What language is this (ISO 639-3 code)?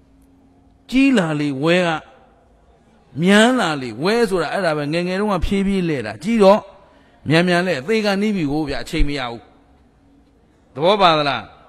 mya